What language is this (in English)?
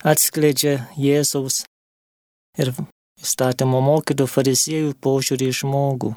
Lithuanian